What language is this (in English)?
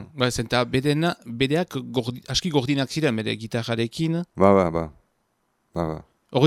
Basque